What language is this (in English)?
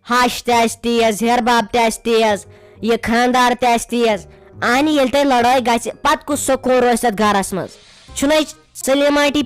Kashmiri